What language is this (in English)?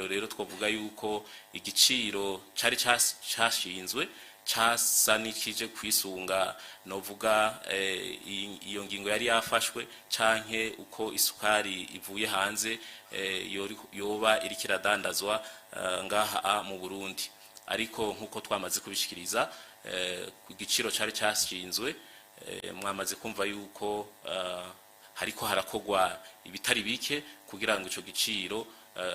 Rundi